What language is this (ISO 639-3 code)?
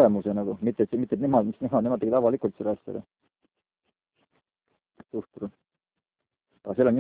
est